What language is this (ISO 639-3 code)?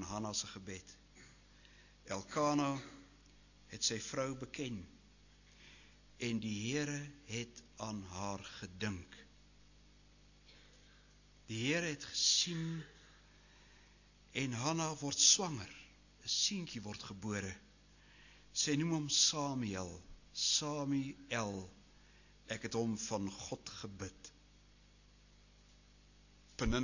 afr